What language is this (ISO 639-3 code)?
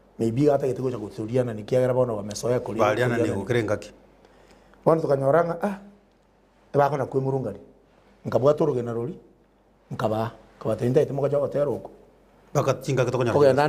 guz